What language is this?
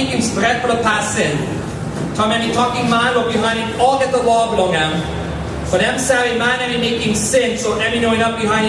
Tok Pisin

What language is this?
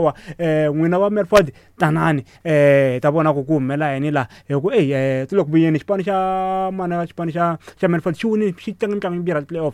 Tsonga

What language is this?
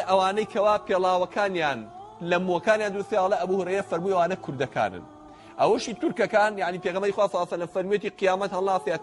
Central Kurdish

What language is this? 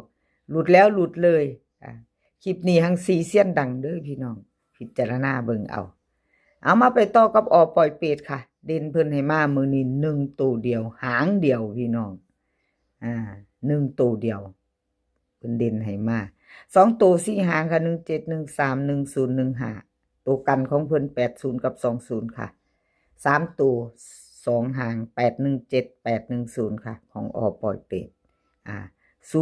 Northeastern Thai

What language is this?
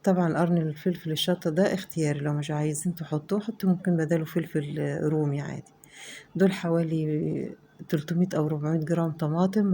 Egyptian Arabic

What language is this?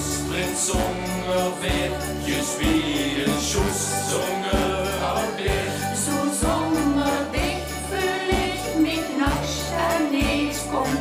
Limburgish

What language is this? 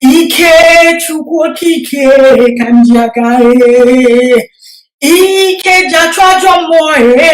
Igbo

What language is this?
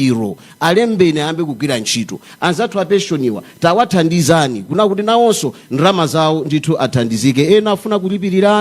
Nyanja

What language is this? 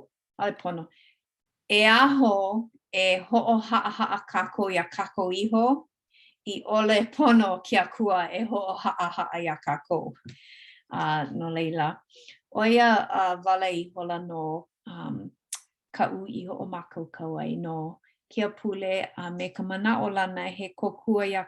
Hawaiian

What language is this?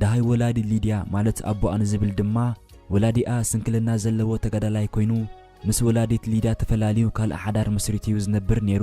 Tigrinya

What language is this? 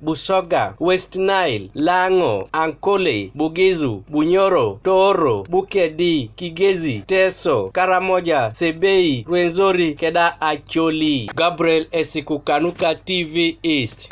Teso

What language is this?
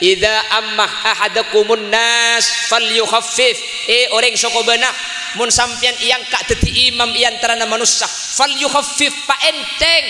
Madurese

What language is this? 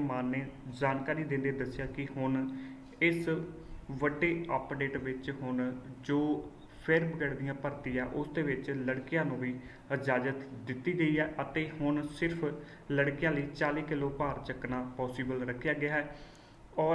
Punjabi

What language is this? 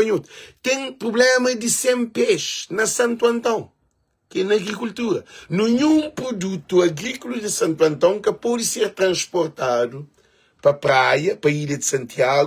Kabuverdianu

